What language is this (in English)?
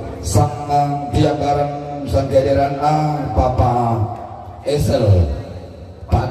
Toraja-Sa'dan